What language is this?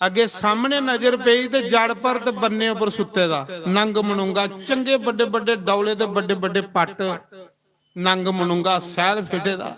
Dogri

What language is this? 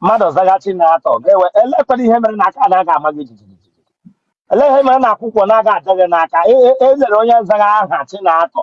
Igbo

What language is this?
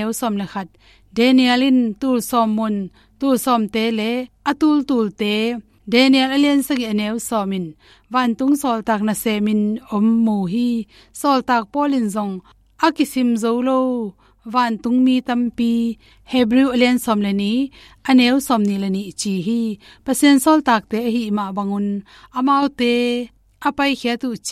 Tedim Chin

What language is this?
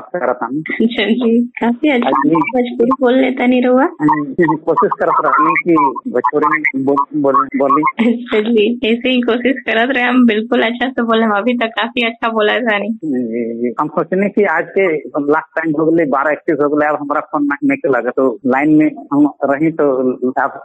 Bhojpuri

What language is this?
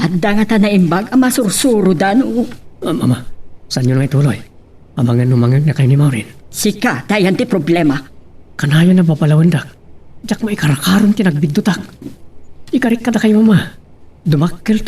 Iloko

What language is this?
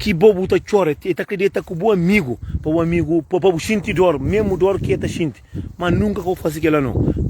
Kabuverdianu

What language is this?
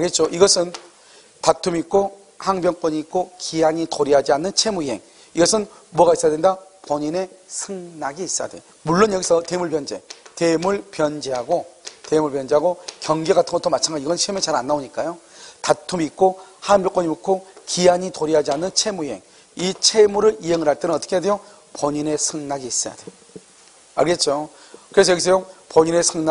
Korean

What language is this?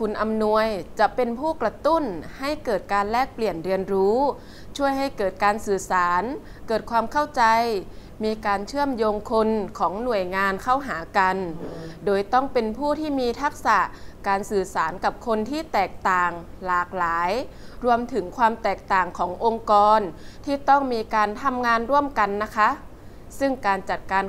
Thai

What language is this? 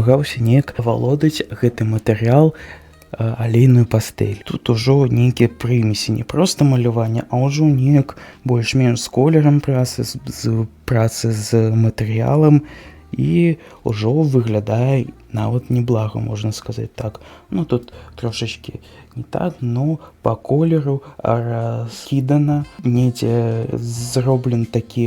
Belarusian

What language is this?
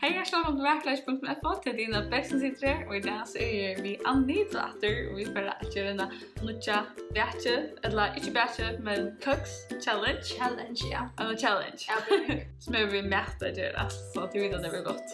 Faroese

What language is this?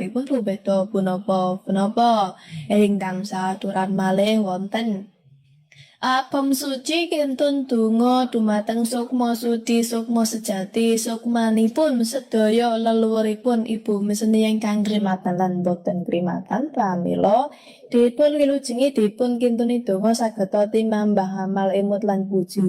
Javanese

